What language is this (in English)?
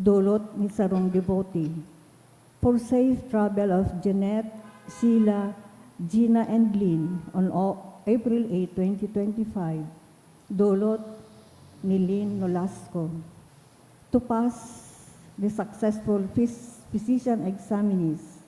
Bikol